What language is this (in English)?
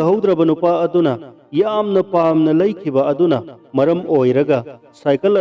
Manipuri